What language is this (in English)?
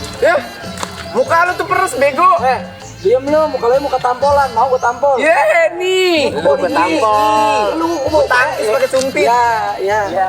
Betawi